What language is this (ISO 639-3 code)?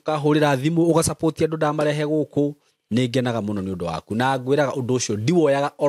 kik